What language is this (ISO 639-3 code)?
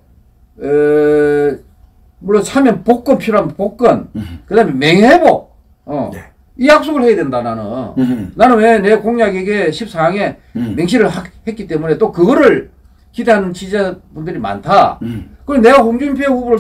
kor